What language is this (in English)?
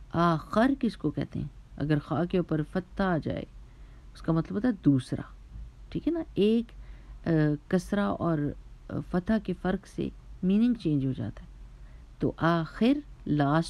Urdu